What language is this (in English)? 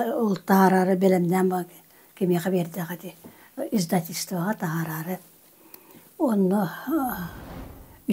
Yakut